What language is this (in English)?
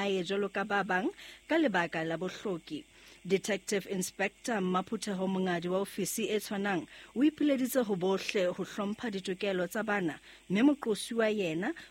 Southern Sotho